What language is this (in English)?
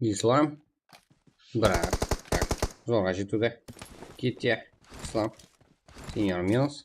Kara-Kalpak